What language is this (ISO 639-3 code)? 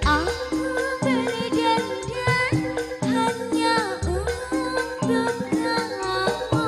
mad